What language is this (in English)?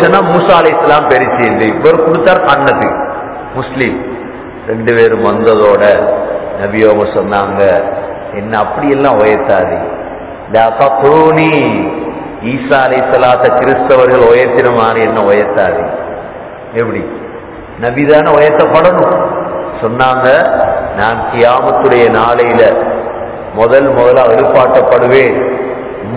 Tamil